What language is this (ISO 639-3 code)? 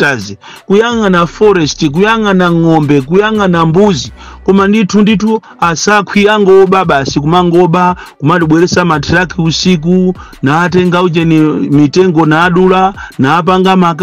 nya